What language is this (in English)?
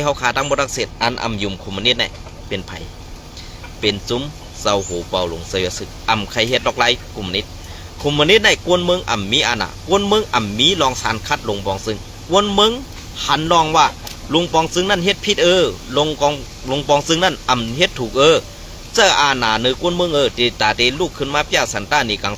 Shan